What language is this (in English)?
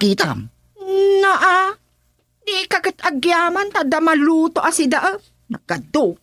Iloko